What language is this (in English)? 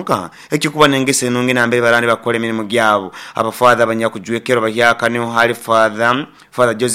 Nyoro